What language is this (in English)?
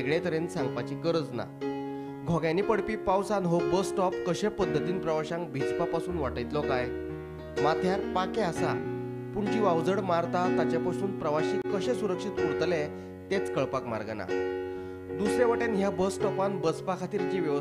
Konkani